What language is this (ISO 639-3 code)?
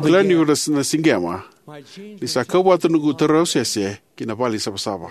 fij